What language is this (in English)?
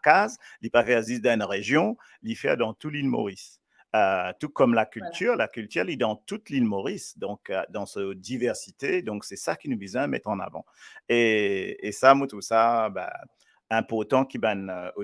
Morisyen